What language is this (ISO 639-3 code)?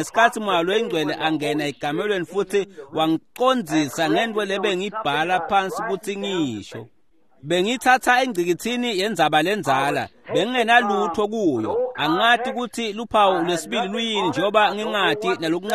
ssw